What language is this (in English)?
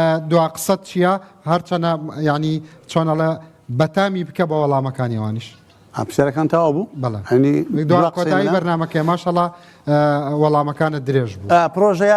Central Kurdish